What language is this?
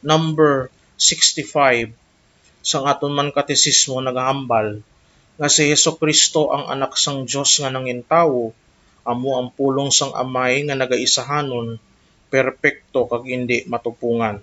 Hiligaynon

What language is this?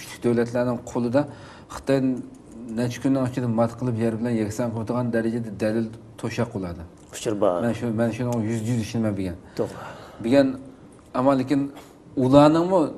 Uyghur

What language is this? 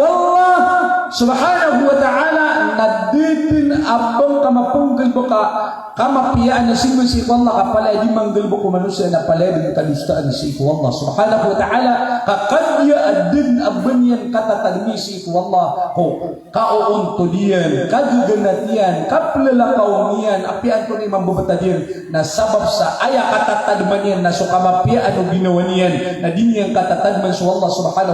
Maranao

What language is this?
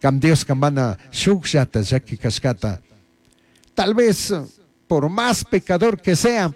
Chimborazo Highland Quichua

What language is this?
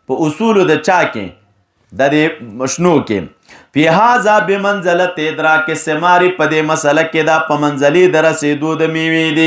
Pashto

